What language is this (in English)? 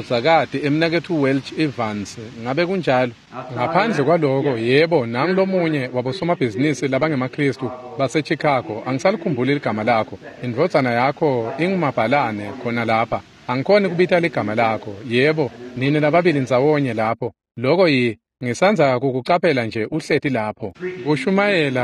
Swati